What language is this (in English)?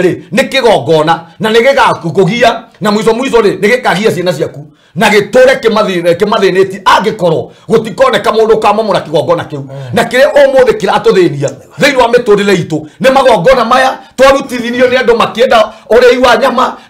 Kikuyu